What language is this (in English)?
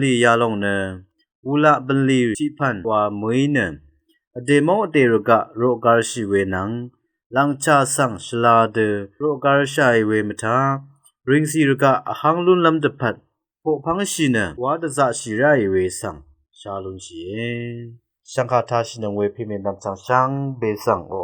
Rawang